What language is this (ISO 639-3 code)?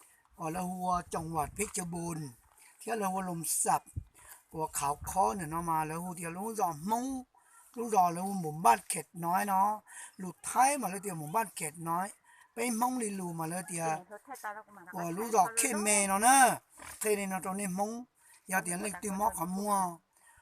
hmn